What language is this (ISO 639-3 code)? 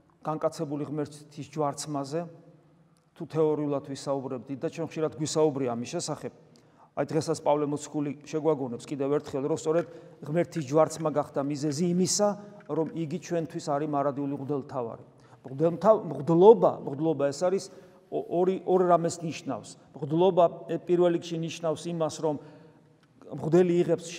kat